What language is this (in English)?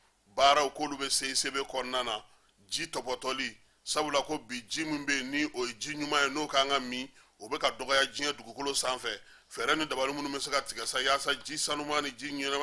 Bambara